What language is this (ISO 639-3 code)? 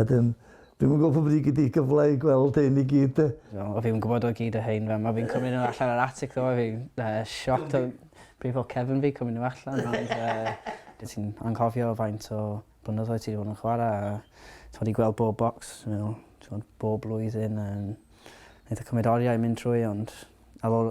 cym